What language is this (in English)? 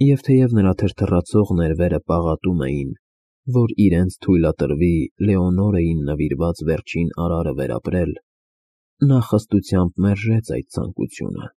Armenian